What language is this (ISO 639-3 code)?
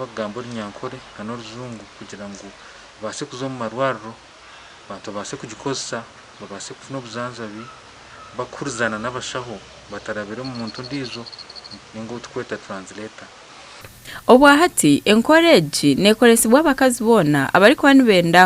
nyn